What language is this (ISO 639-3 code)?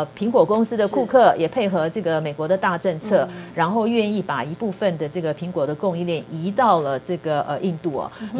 zho